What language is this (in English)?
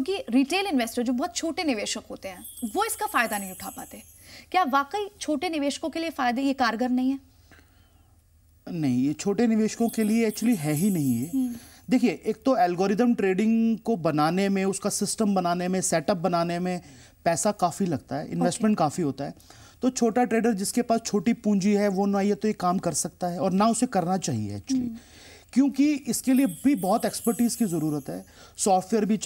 Hindi